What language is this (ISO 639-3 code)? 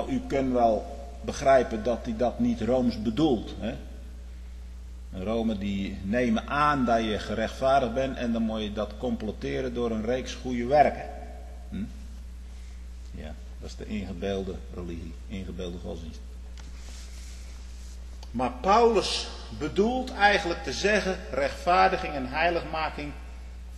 nld